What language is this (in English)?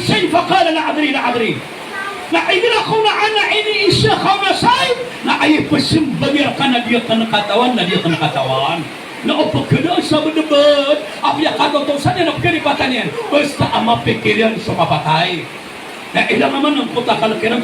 Maranao